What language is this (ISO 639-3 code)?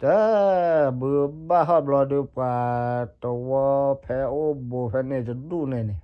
ksw